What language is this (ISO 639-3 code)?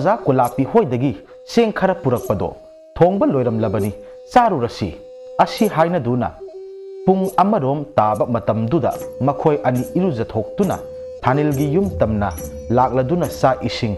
mni